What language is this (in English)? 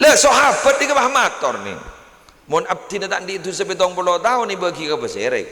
Madurese